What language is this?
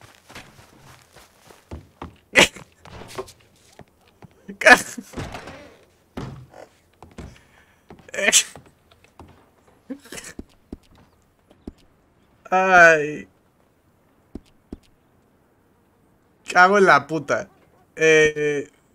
Spanish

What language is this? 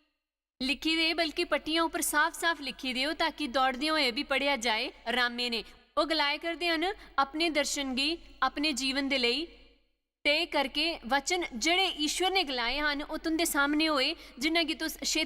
Dogri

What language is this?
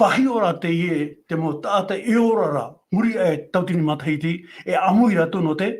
Tahitian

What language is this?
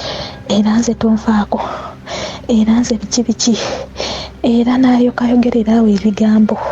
Ganda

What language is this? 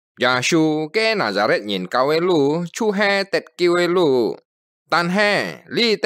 Hakka Chinese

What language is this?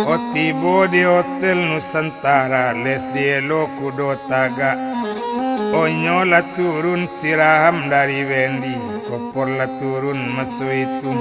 Minangkabau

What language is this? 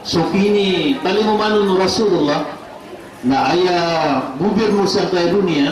Maranao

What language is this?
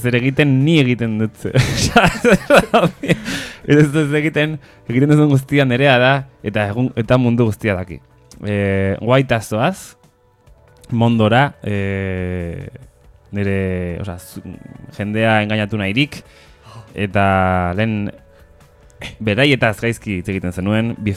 Basque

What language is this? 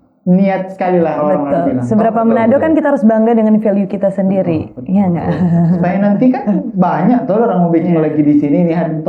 Manado Malay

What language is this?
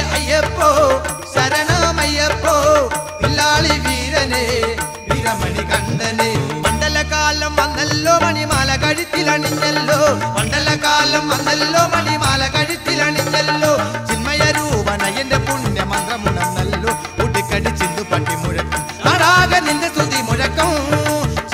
Malayalam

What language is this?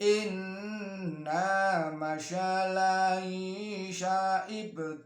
Javanese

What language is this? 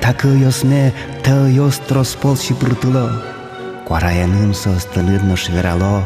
Udmurt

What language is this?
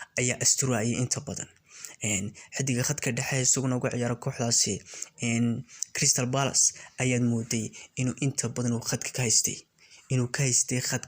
Somali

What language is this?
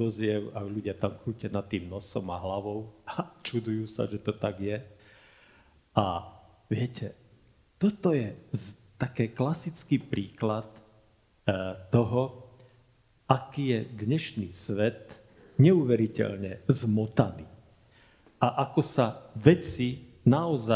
Slovak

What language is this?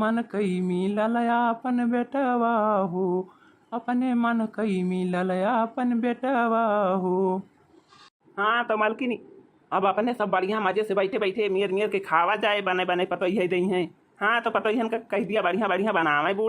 Awadhi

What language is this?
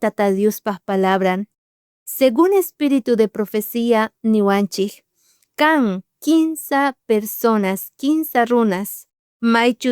South Bolivian Quechua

